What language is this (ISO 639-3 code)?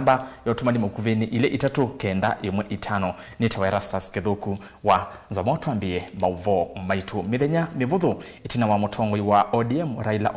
kam